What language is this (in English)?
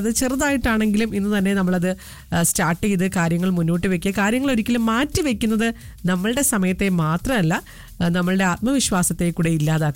Malayalam